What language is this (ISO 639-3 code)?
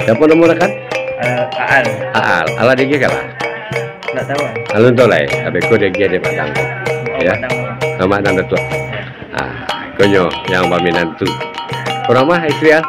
min